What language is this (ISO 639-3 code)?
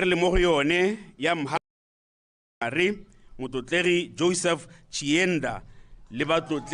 tsn